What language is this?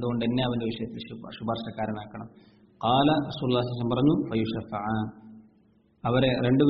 Malayalam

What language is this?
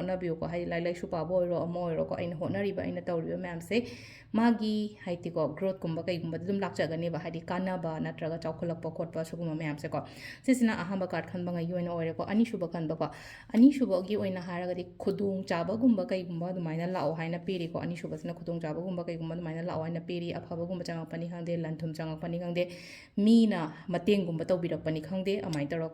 Manipuri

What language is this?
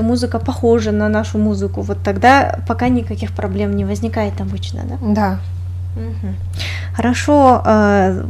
Russian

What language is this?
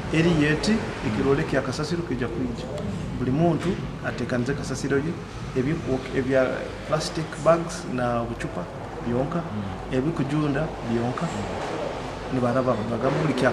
Nyoro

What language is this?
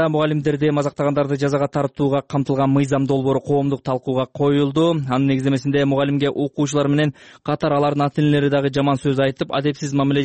Kyrgyz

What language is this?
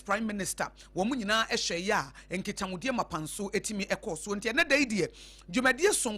Akan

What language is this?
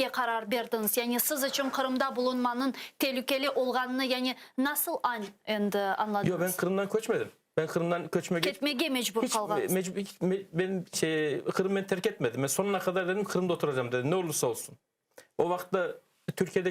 Crimean Tatar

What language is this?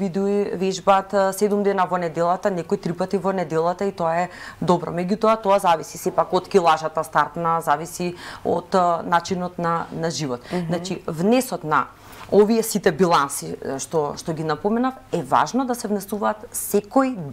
Macedonian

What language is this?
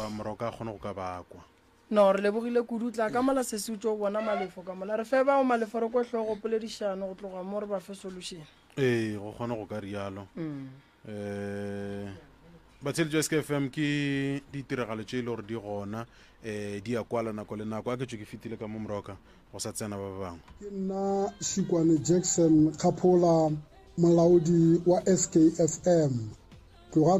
Northern Sotho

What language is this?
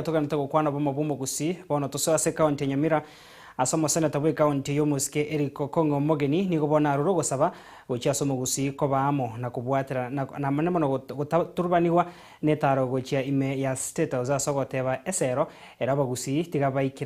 Gusii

